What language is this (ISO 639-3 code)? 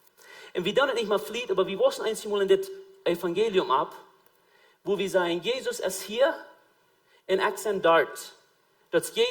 pdt